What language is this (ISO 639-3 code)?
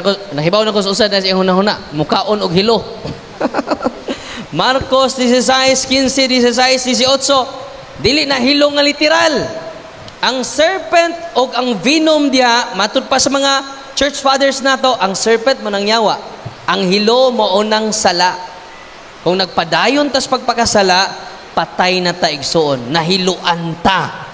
ceb